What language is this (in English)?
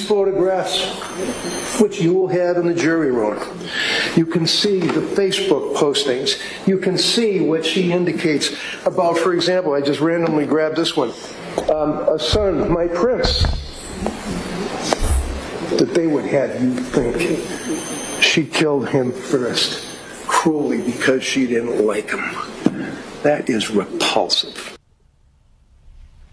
English